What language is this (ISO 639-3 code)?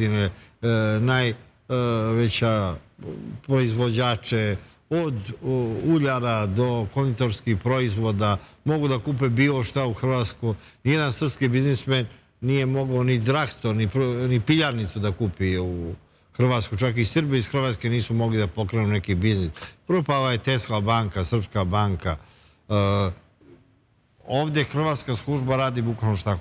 srp